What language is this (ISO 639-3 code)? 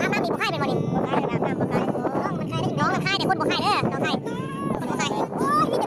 lao